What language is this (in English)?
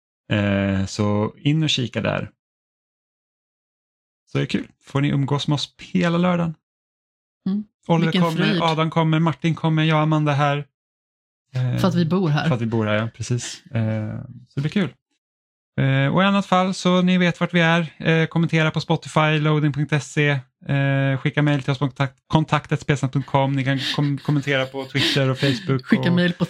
Swedish